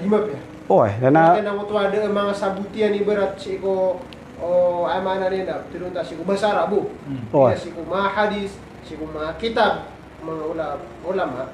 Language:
Maranao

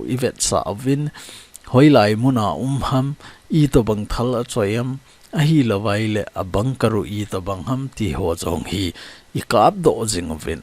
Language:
Thado Chin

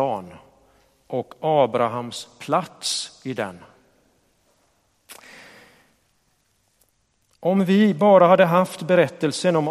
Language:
Swedish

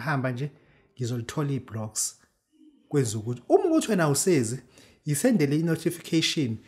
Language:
Zulu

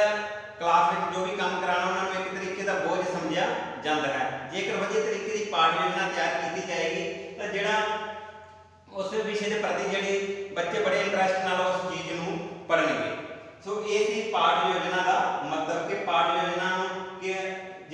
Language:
Punjabi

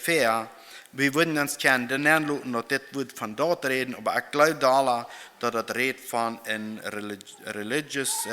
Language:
Plautdietsch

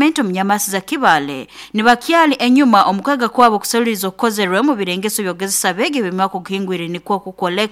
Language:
Nyoro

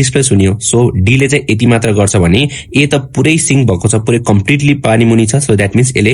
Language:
Nepali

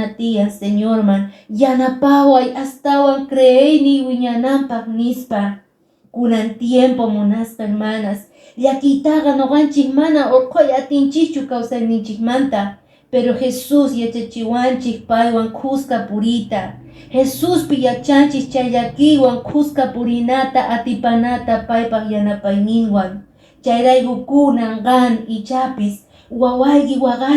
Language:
Quechua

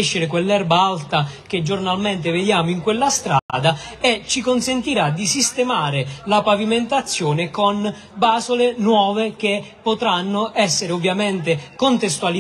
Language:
Italian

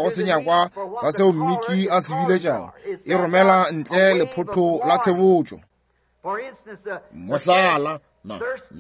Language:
Northern Sotho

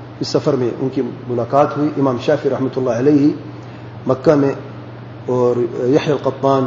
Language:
Urdu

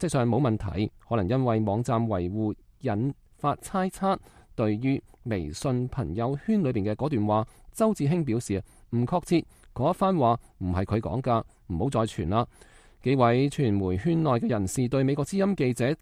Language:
Cantonese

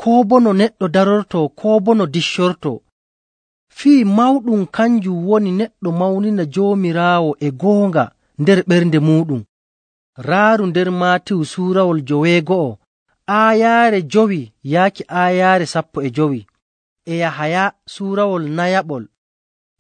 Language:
Nigerian Fulfulde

